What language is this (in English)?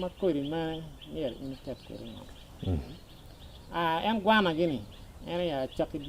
Acoli